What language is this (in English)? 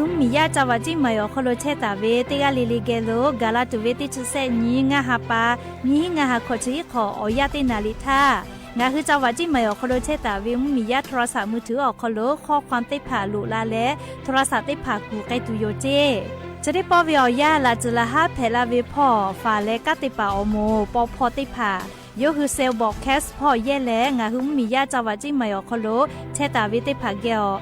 Lahu